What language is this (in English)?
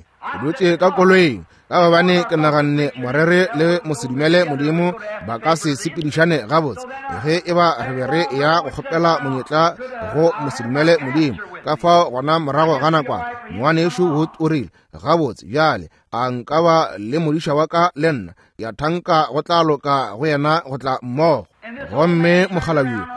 Northern Sotho